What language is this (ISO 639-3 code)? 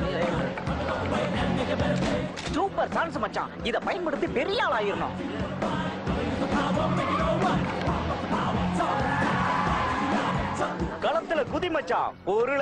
tam